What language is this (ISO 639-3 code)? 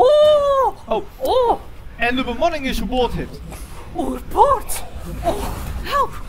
fry